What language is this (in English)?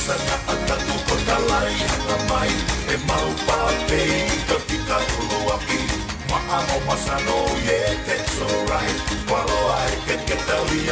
Tongan